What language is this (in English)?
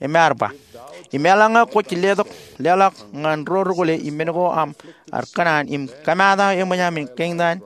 Marshallese